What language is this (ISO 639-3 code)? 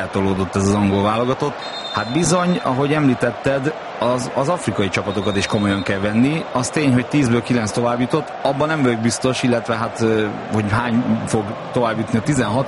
hun